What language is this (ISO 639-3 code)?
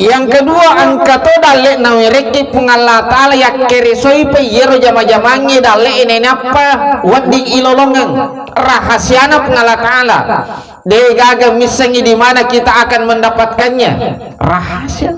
bug